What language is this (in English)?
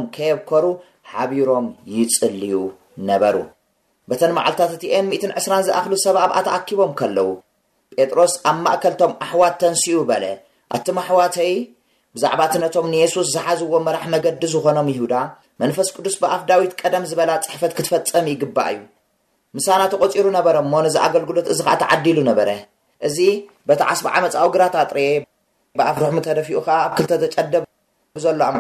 Tigrinya